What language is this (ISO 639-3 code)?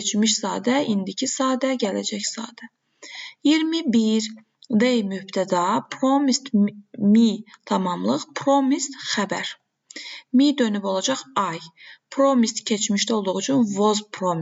aze